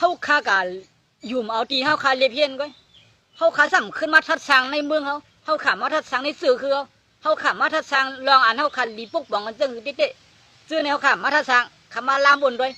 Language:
Shan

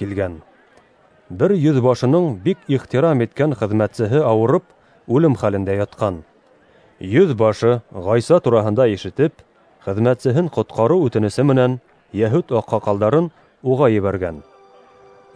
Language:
Bashkir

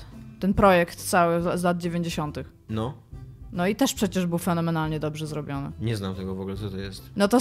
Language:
Polish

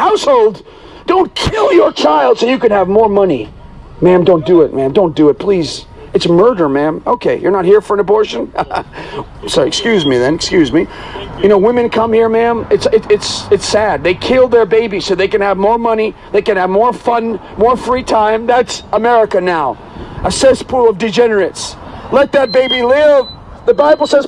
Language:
English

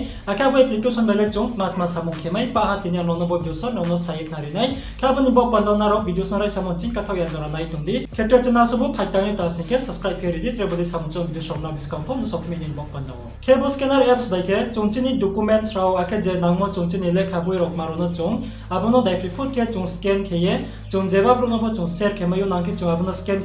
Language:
Riang (India)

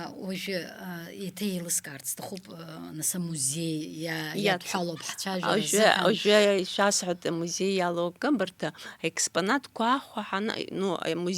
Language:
Abkhazian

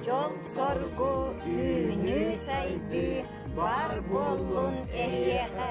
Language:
Yakut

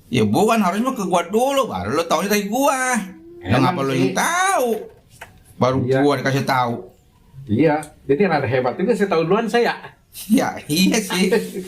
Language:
Betawi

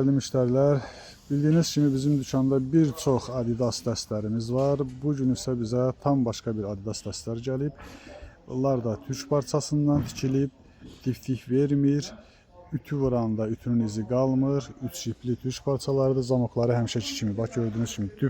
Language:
Azerbaijani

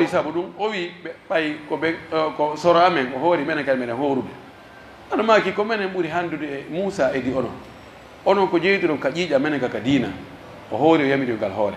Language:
Pular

